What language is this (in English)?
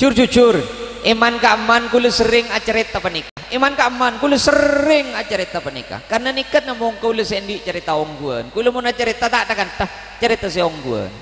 Madurese